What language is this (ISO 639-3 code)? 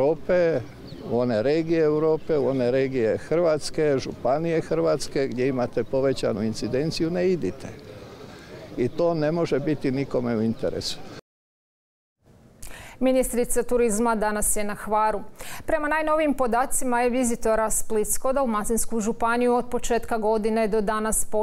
hrv